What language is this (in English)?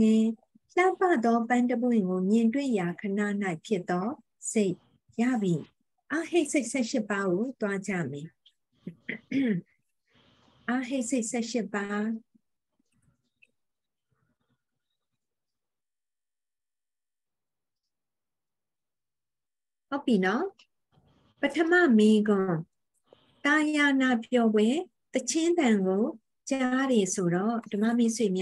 Burmese